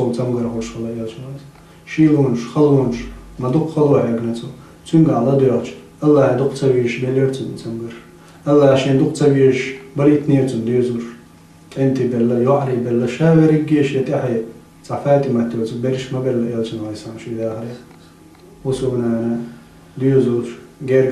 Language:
Chechen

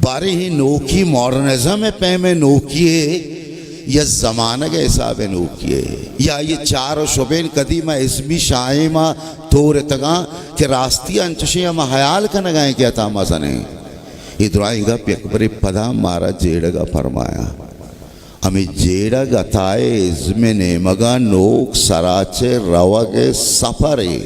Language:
Baluchi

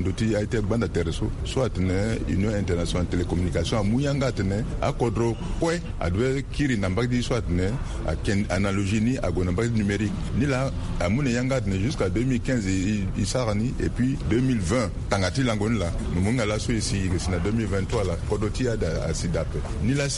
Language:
Sango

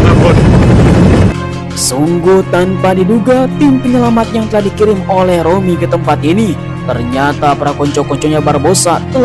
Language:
Indonesian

